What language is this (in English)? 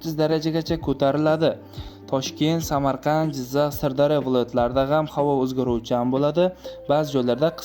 Uzbek